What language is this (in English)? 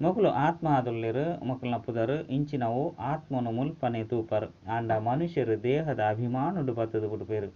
Tulu